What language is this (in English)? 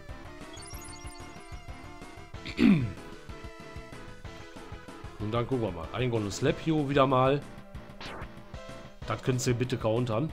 German